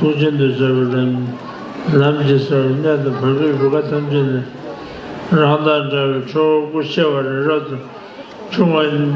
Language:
Tibetan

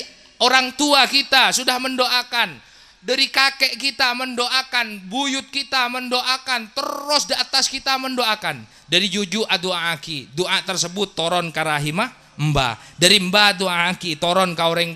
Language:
Madurese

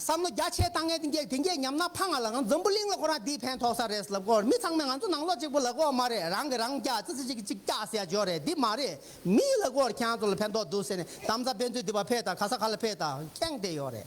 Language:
Tibetan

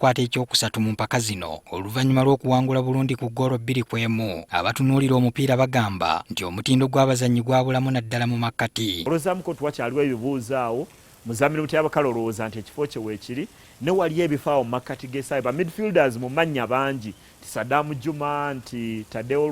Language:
Ganda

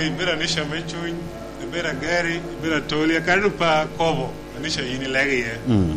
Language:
Lango (Uganda)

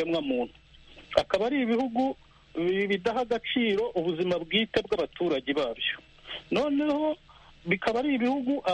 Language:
Kinyarwanda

